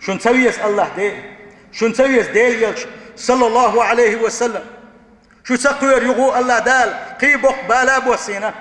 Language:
Chechen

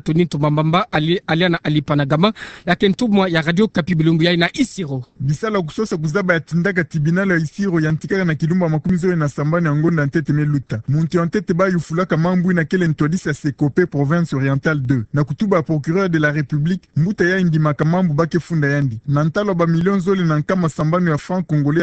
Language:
Kituba (Democratic Republic of Congo)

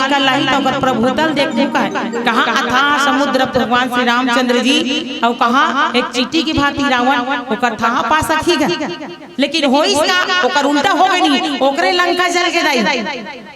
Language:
Chhattisgarhi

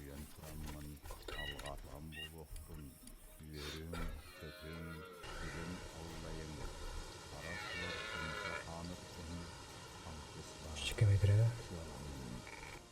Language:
Yakut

